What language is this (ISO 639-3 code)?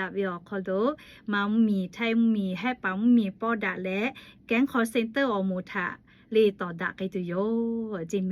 lhu